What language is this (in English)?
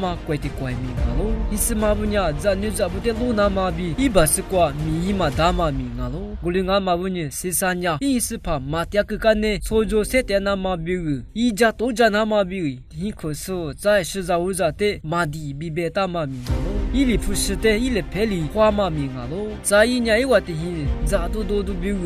Lisu